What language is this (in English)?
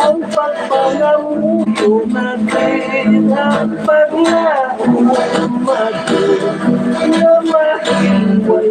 Hiligaynon